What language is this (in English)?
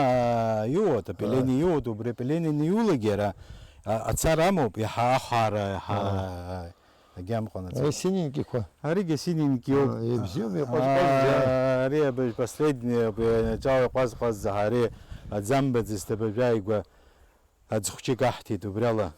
Abkhazian